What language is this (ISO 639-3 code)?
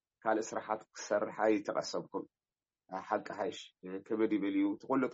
tir